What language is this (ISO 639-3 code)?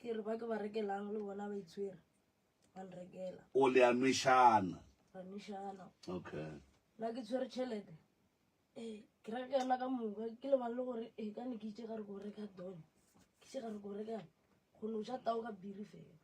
nso